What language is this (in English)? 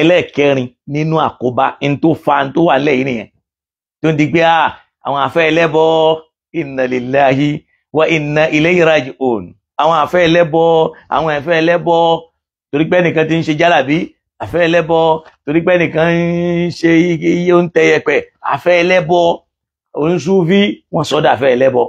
Yoruba